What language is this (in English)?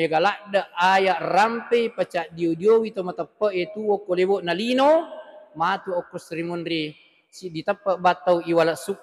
Buginese